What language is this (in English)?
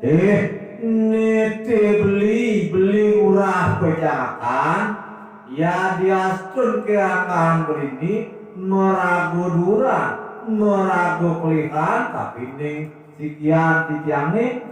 Balinese